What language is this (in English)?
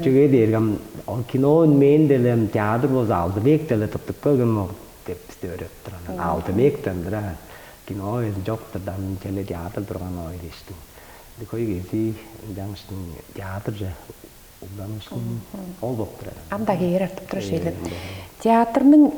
Tuvinian